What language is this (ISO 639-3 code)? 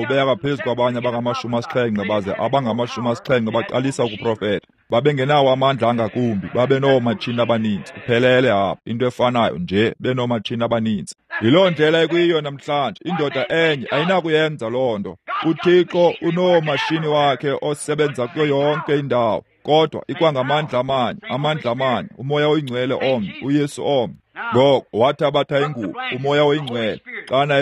xho